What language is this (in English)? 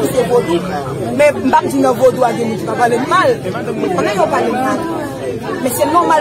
Haitian Creole